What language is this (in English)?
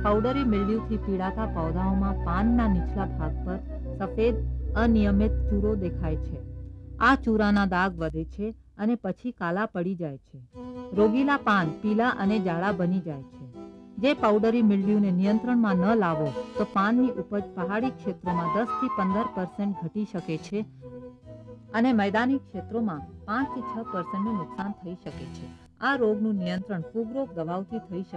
Gujarati